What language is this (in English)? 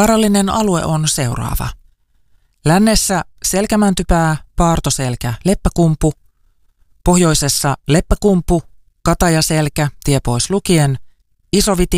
Finnish